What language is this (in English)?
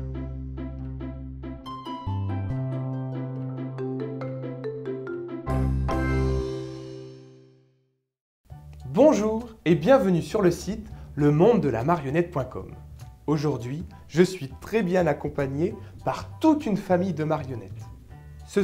French